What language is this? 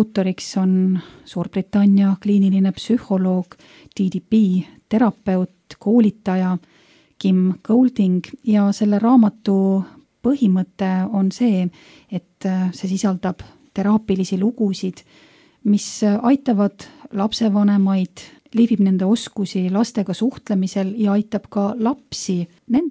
Estonian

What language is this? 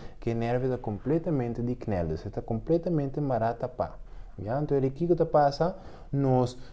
Papiamento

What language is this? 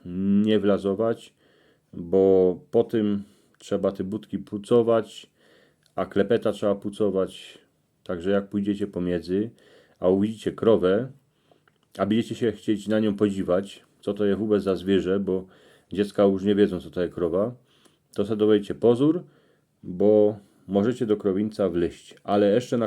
Silesian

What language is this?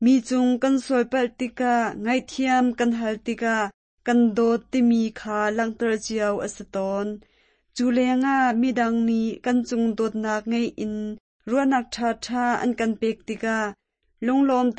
Hakha Chin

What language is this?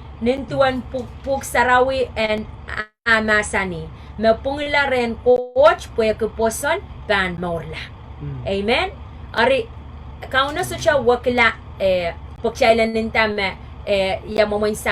Pohnpeian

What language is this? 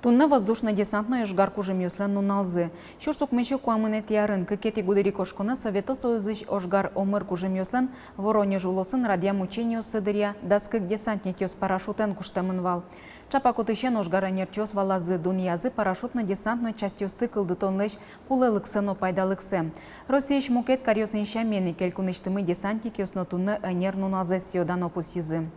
Udmurt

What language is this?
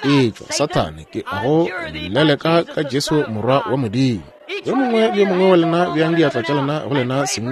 Northern Sotho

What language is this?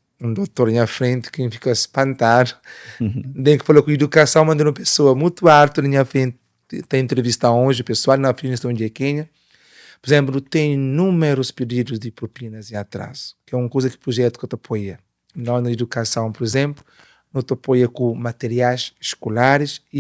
Kabuverdianu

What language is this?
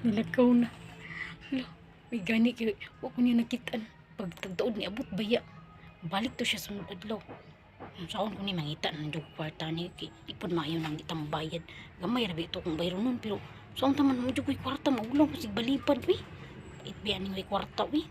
Cebuano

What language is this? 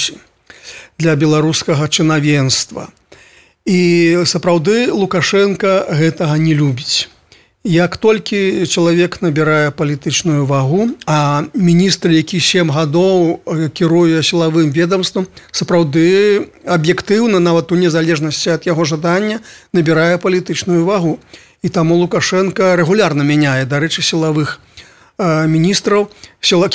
Belarusian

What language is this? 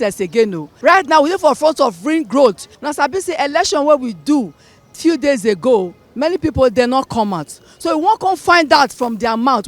Nigerian Pidgin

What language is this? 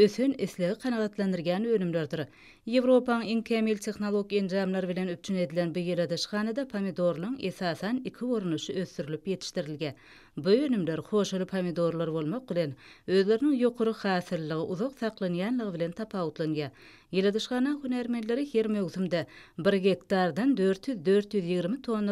Turkmen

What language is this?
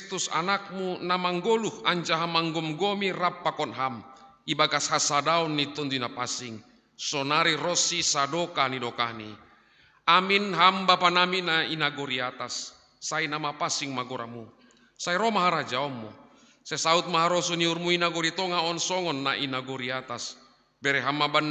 Batak Simalungun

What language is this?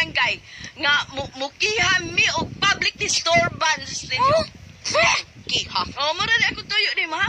Cebuano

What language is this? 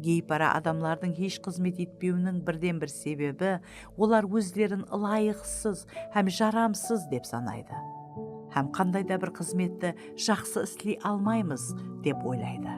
Kara-Kalpak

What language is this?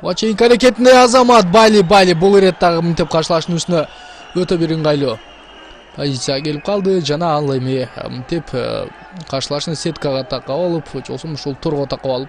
Kyrgyz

